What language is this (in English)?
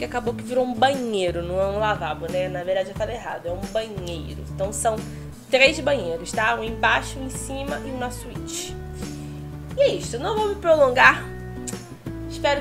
Portuguese